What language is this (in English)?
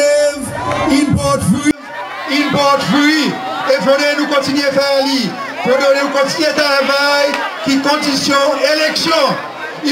Seselwa Creole French